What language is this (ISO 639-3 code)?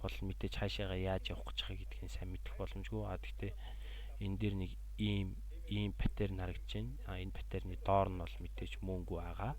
mon